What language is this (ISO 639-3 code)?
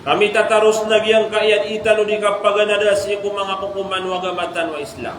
mrw